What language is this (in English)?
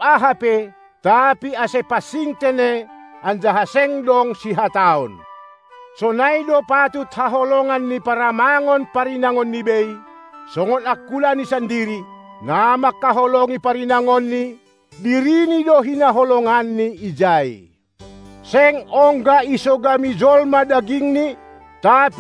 Batak Simalungun